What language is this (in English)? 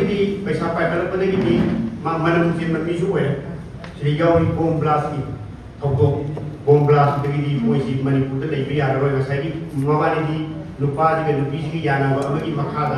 Manipuri